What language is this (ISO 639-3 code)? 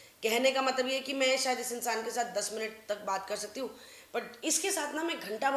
hin